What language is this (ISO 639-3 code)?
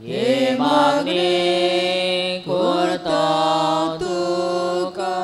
kok